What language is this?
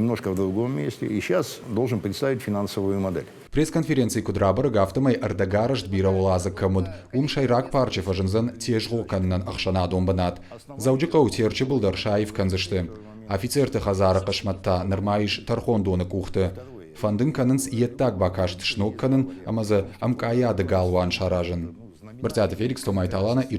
Ossetic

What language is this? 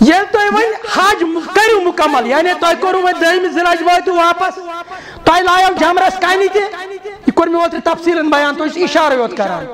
Kashmiri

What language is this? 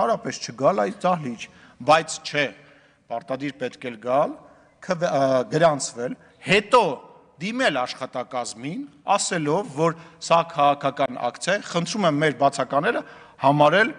Armenian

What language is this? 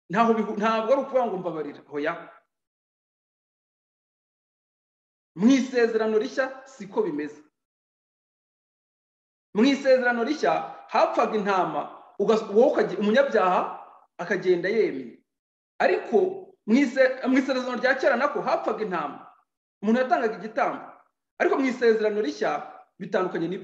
Kinyarwanda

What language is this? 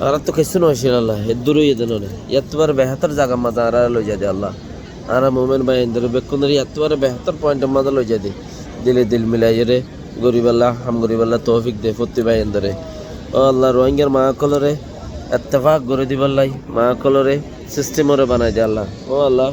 Rohingya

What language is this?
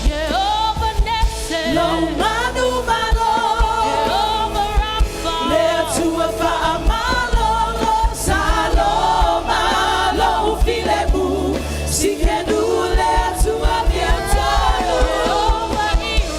Samoan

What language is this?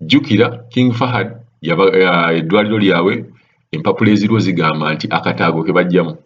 Ganda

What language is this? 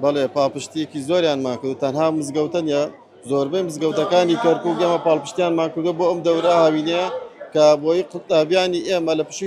Central Kurdish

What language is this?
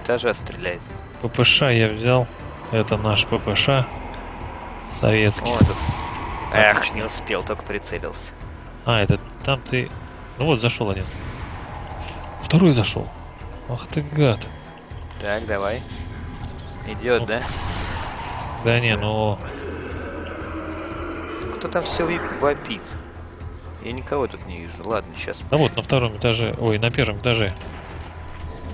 Russian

